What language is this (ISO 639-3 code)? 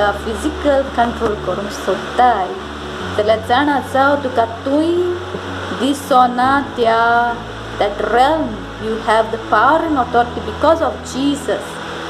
kok